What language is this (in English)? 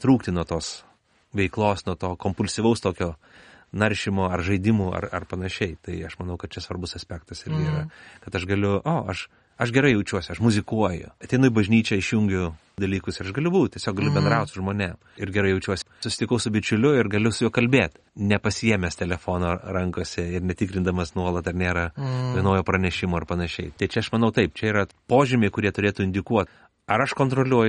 Lithuanian